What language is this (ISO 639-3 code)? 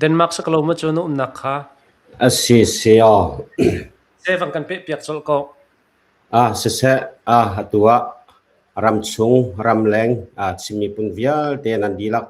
cnh